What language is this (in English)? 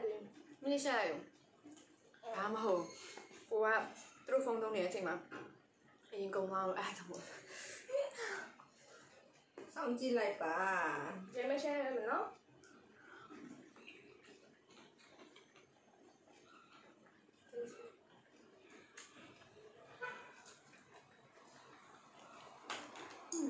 Burmese